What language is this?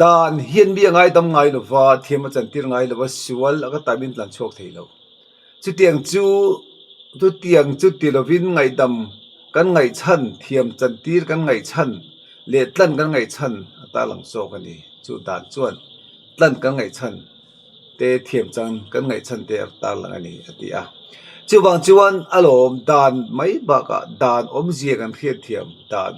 Mizo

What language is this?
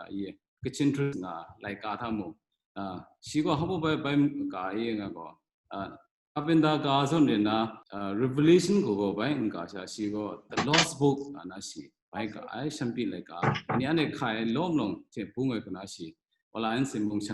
Kachin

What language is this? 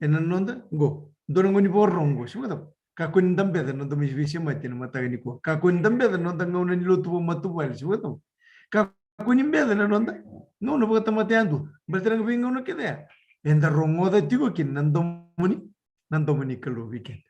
Fijian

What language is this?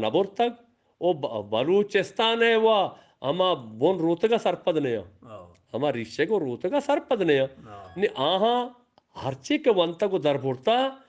Eastern Balochi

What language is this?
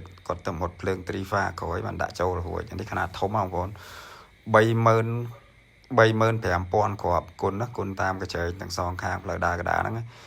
Khmer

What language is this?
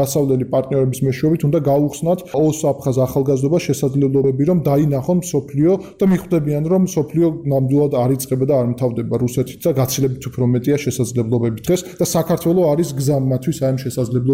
Georgian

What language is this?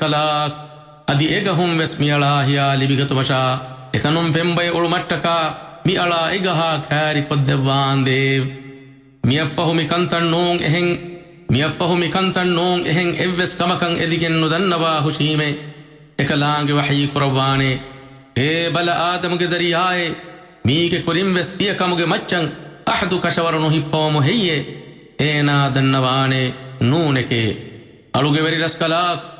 Divehi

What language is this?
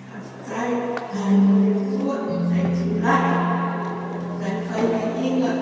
Samoan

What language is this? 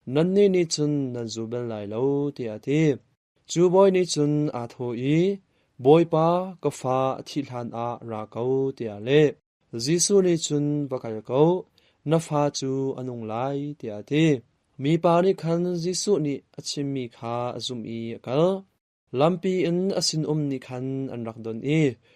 Hakha Chin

